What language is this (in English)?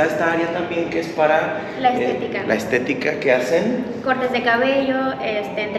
Spanish